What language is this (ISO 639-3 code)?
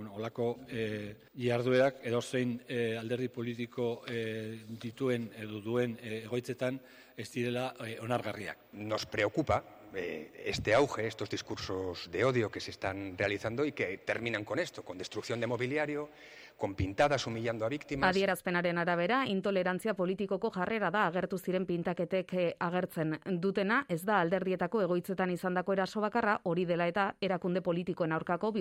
eus